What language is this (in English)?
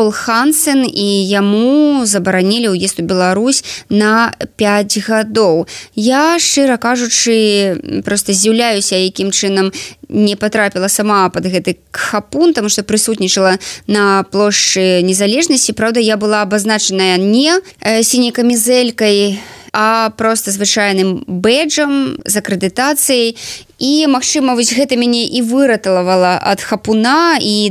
Belarusian